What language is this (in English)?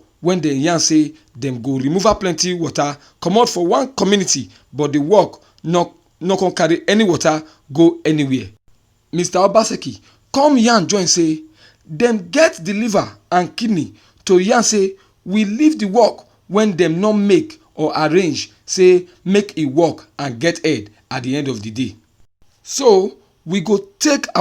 Nigerian Pidgin